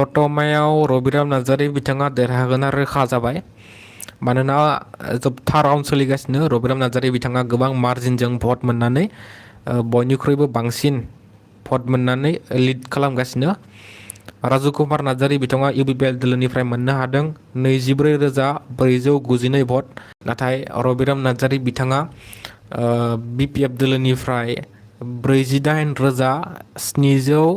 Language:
Bodo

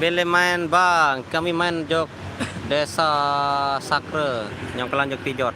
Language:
Sasak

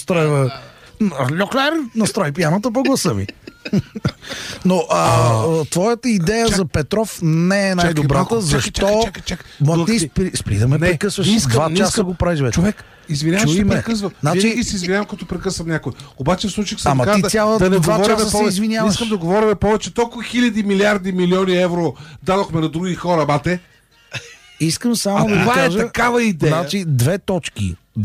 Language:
Bulgarian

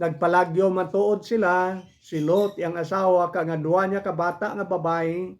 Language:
Hiligaynon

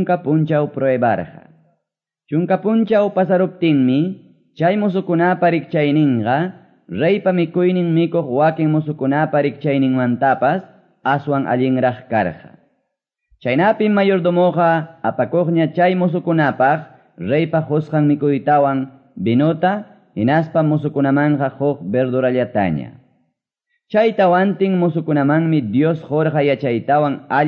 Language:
Quechua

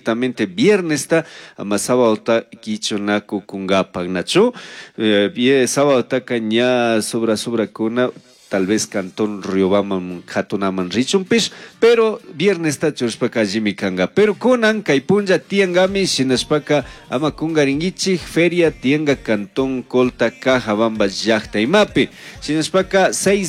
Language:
Chimborazo Highland Quichua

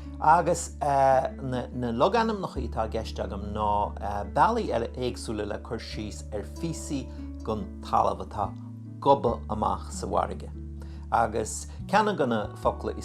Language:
Irish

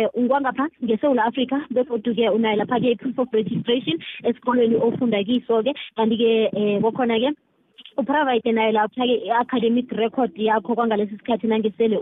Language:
South Ndebele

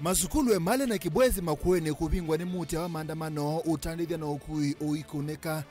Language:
Kamba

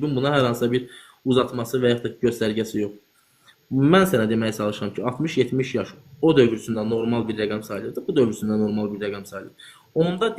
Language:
Azerbaijani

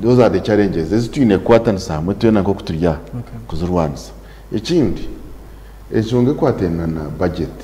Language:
Nyankole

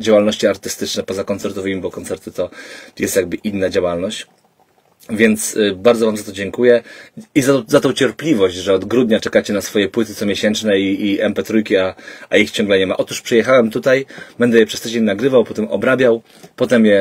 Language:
Polish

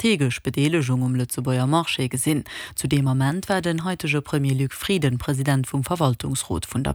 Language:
Luxembourgish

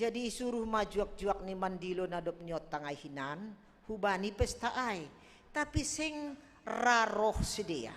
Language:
Batak Simalungun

